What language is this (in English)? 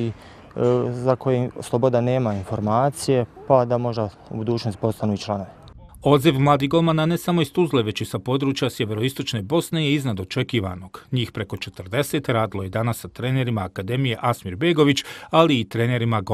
Bosnian